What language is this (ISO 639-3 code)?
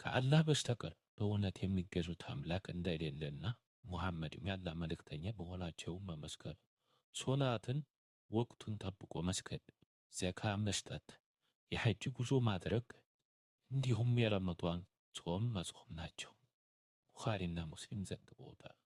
amh